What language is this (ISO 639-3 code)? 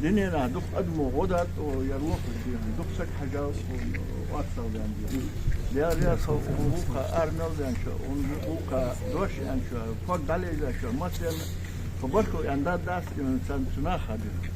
inh